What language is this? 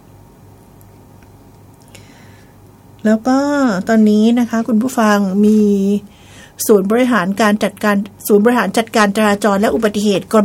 Thai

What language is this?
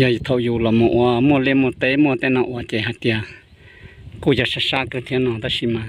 Hmong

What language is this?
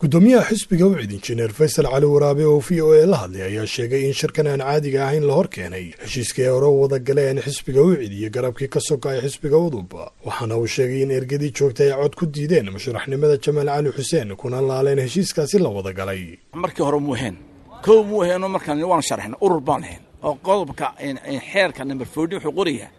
Somali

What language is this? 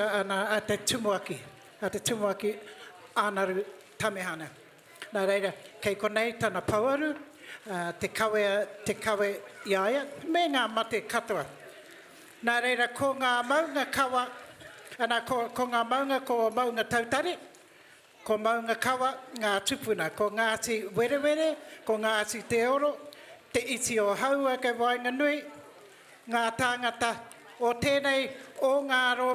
Māori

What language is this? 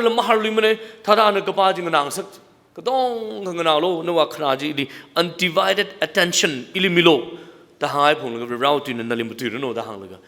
Tangkhul Naga (India)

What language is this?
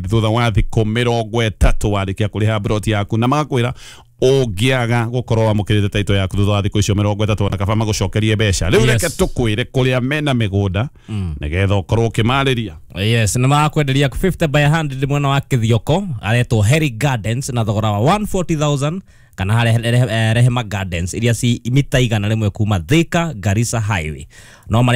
Kikuyu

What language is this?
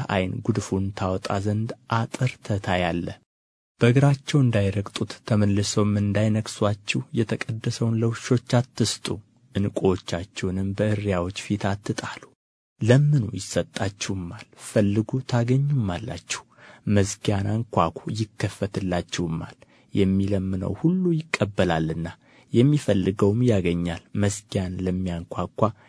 Amharic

